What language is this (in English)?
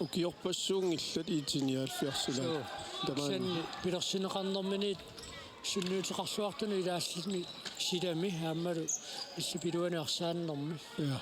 Kalaallisut